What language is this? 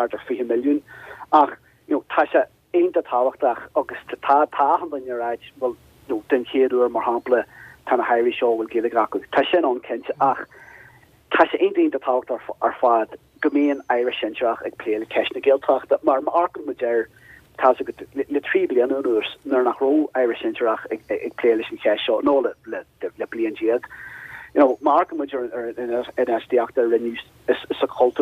Irish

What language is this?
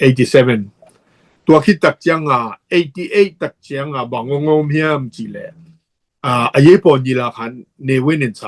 Tedim Chin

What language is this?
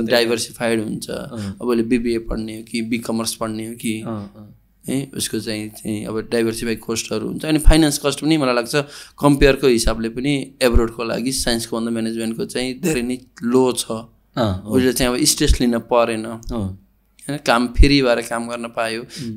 Nepali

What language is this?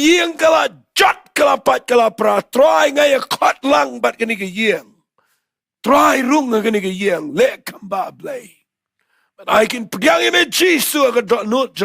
Khasi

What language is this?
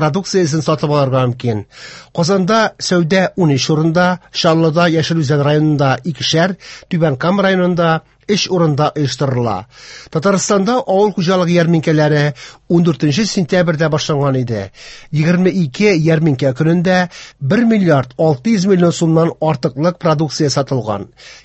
Tatar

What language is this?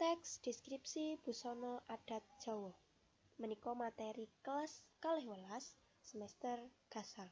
Javanese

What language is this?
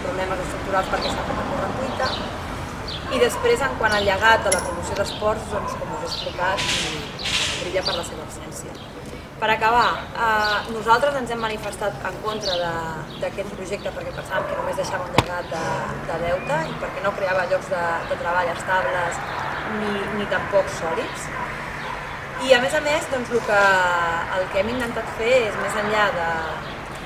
Catalan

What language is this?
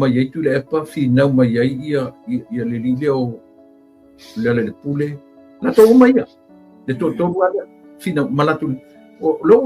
Samoan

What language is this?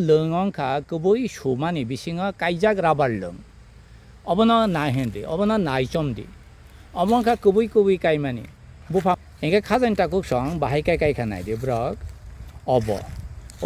Kok Borok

